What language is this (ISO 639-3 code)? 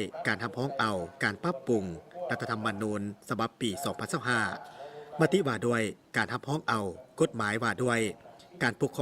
lao